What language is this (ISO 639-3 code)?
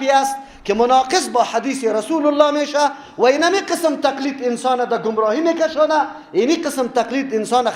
fas